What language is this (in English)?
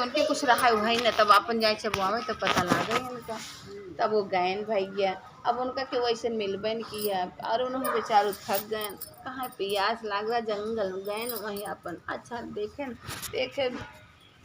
Awadhi